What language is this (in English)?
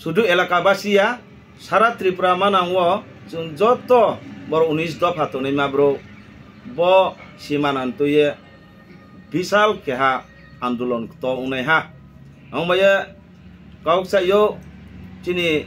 Kok Borok